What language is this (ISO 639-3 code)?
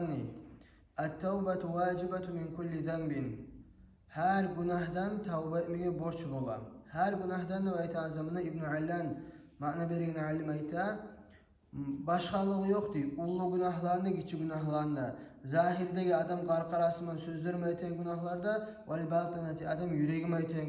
kum